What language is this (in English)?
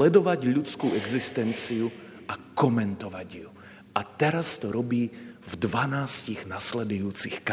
Slovak